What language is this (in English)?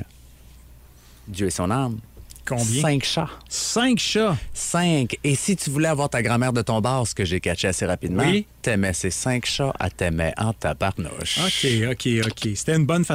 French